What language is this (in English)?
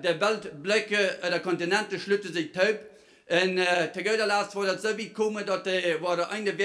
Plautdietsch